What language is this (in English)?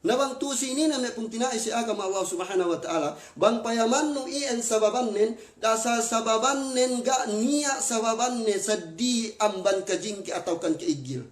Yakan